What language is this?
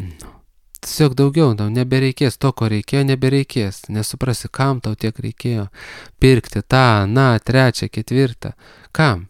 Lithuanian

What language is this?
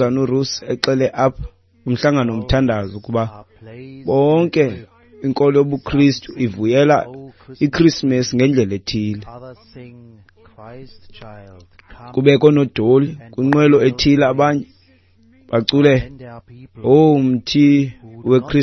Xhosa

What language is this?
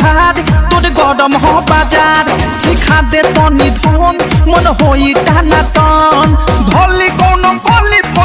Bhojpuri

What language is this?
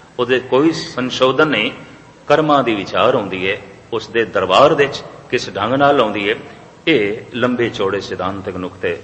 Punjabi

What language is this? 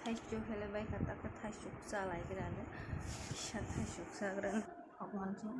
Kok Borok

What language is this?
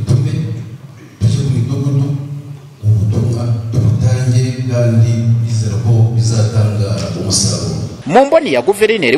Kinyarwanda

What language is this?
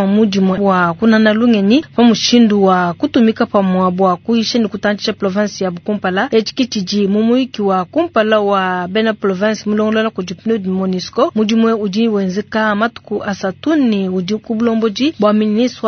Luba-Lulua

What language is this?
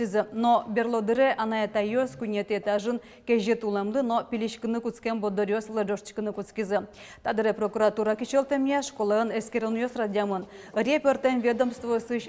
Udmurt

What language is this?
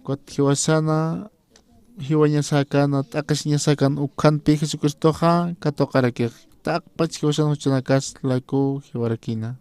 Aymara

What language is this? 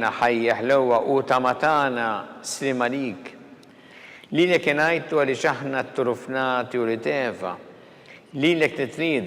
Maltese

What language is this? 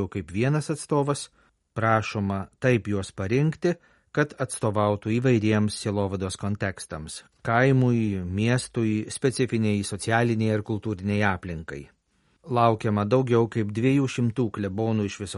Lithuanian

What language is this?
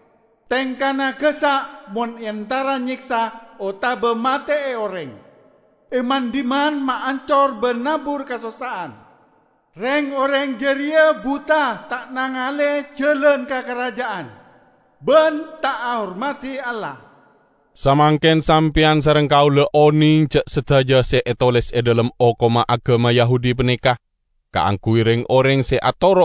Madurese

